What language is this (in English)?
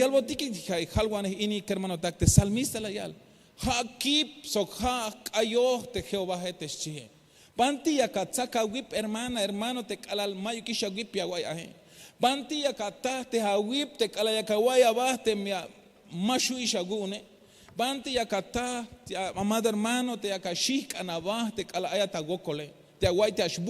Tzeltal